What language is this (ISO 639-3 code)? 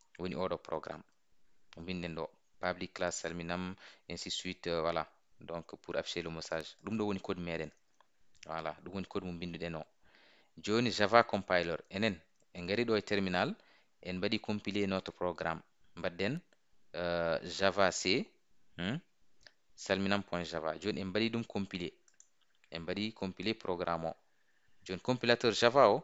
ful